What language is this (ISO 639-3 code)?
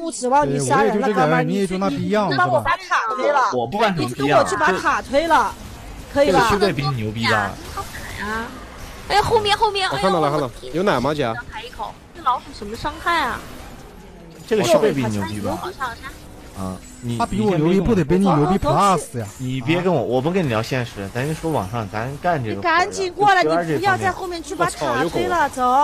zho